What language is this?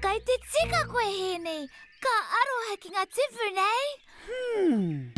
Māori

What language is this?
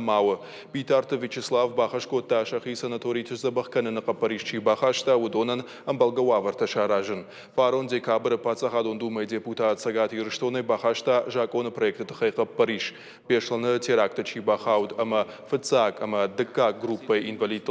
Ossetic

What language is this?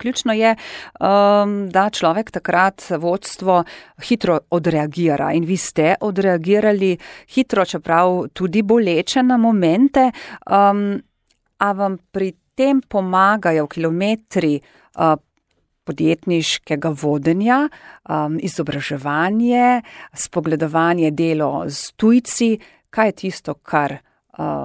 Slovenian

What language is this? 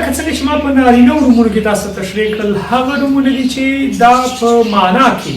Pashto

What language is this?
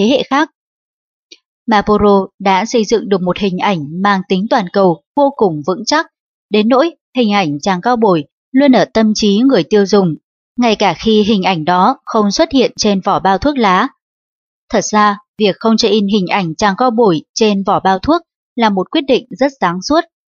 Vietnamese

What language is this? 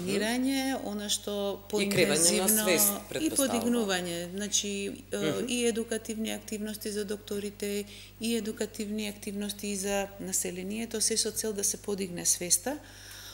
Macedonian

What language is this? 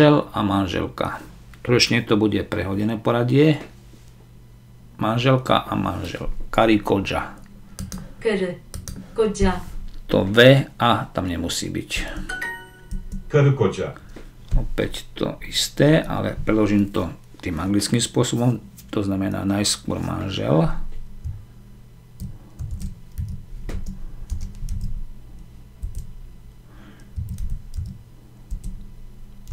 Slovak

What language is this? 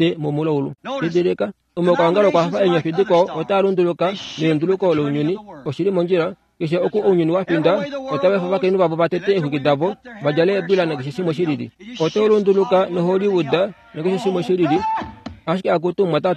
Kuanyama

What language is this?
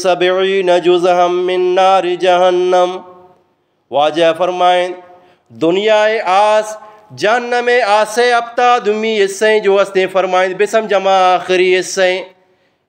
Eastern Balochi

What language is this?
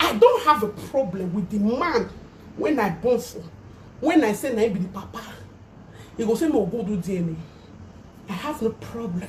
Nigerian Pidgin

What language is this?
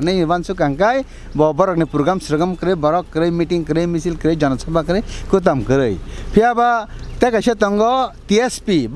Kok Borok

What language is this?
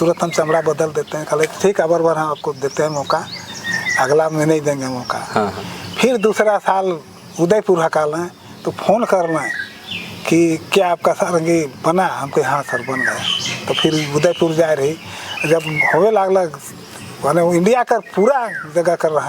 Sadri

